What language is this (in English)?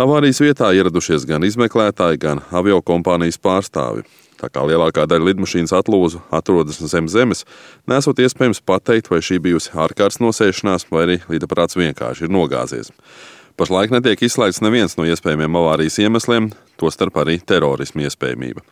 Latvian